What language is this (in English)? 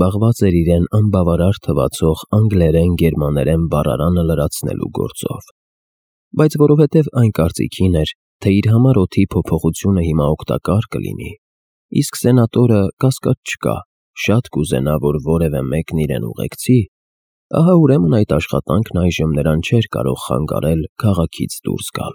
Armenian